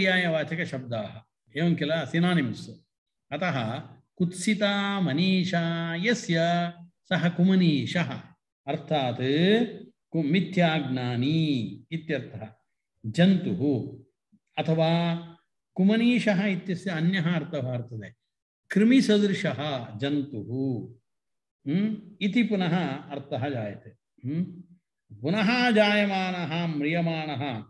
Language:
Sanskrit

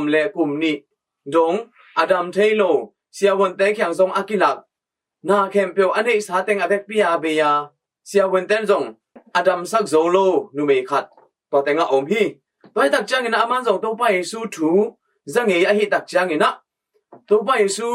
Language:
Tedim Chin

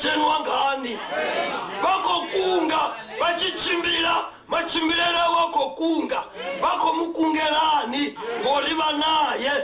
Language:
Venda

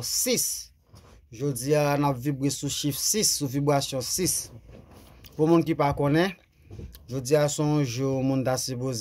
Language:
Haitian Creole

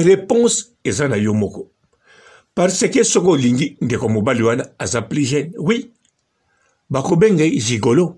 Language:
Lingala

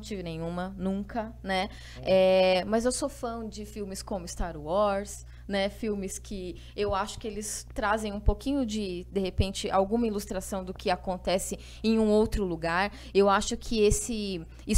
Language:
Portuguese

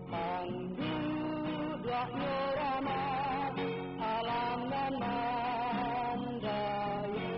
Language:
Minangkabau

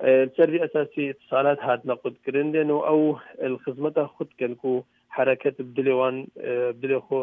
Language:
Kurdish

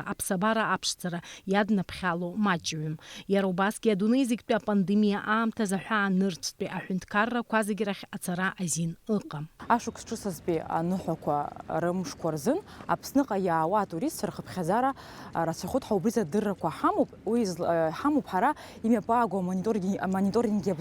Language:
Abkhazian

